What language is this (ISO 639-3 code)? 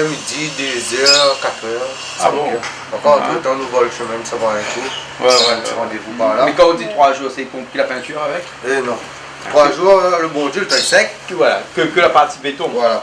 rcf